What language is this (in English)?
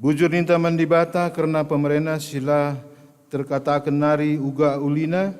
Batak Karo